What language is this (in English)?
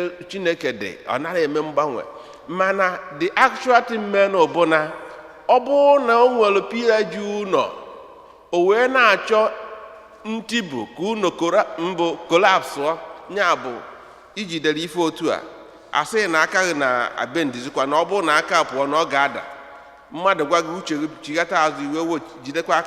Igbo